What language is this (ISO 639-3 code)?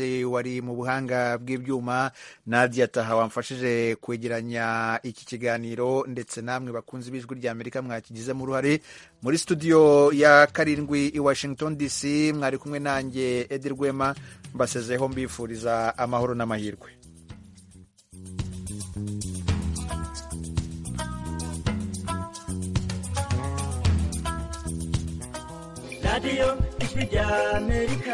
kin